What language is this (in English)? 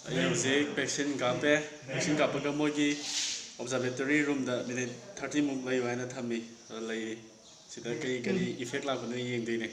Manipuri